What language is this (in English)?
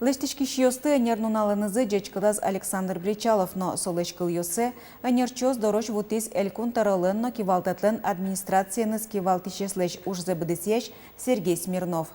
Udmurt